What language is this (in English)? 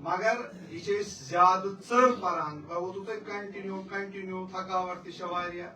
Kashmiri